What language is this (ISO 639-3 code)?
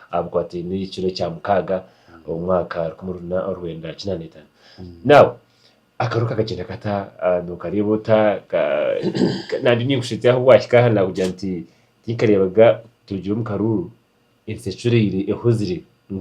nyn